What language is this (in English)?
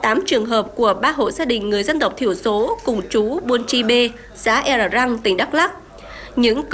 Vietnamese